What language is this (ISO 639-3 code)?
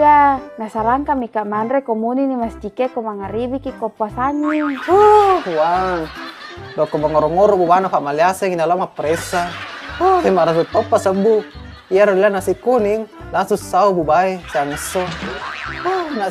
bug